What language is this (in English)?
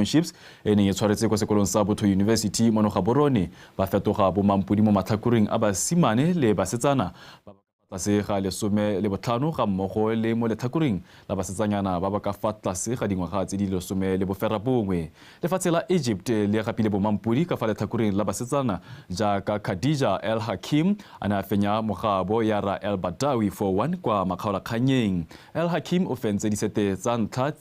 Tswana